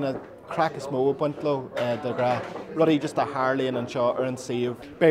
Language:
Irish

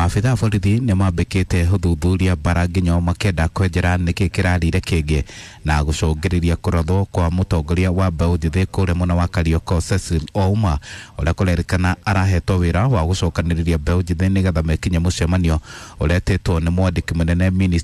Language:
Kikuyu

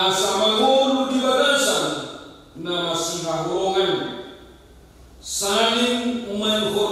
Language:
Batak Toba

